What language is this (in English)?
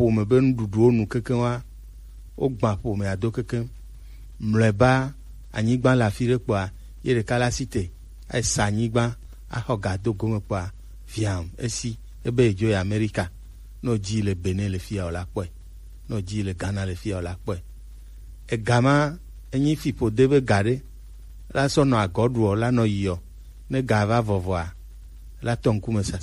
Gen